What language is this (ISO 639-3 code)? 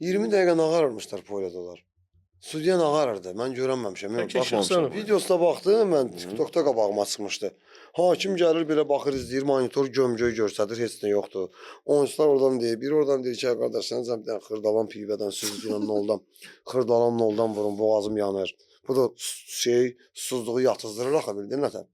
aze